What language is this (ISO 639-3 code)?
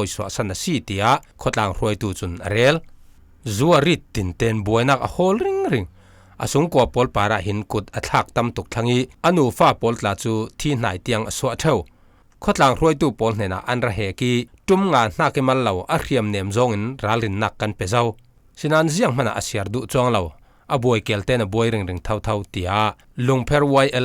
cfm